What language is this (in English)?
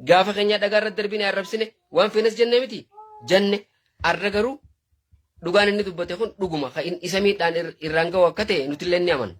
Oromo